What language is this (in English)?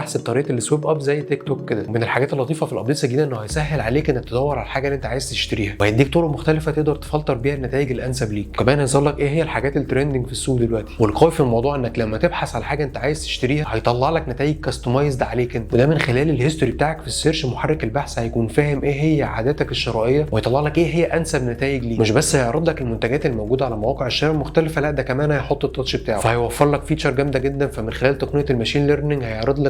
Egyptian Arabic